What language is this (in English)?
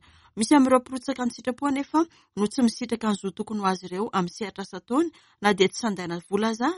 Malagasy